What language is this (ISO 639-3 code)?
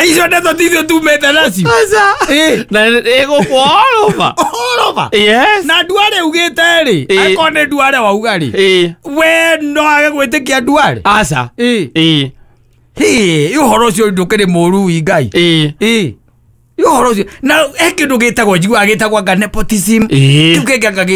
kik